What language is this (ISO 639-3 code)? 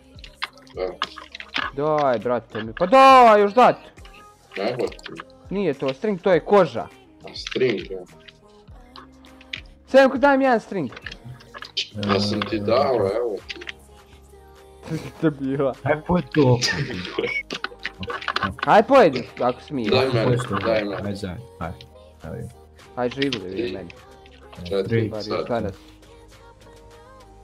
bos